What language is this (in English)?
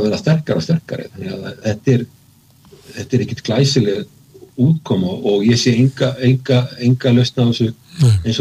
Icelandic